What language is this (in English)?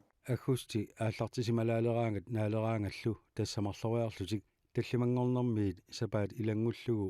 Kalaallisut